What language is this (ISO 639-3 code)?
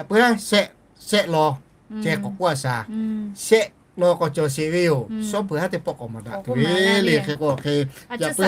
lhu